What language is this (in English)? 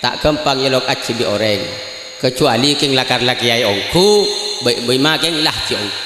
Madurese